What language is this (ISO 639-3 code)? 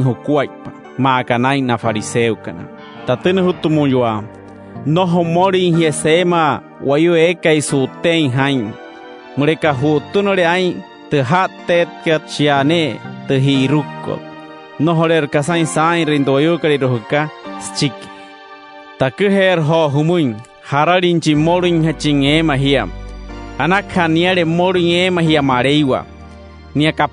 guc